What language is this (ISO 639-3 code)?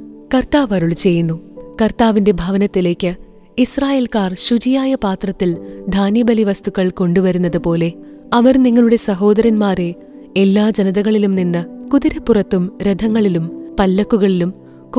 mal